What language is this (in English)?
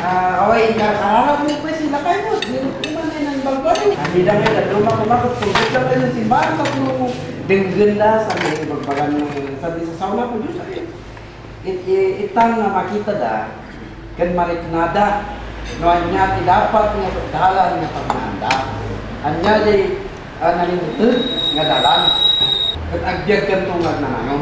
Kankanaey